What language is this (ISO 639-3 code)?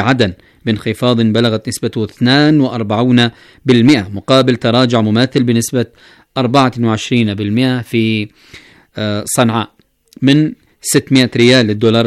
ara